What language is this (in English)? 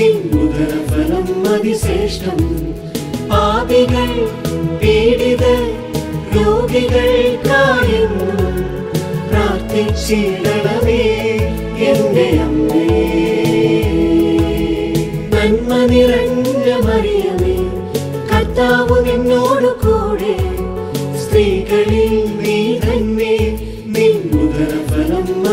Malayalam